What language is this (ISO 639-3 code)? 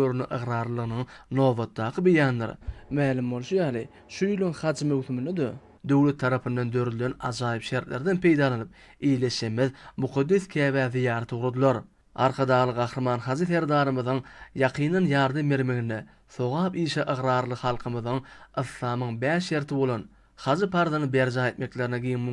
tuk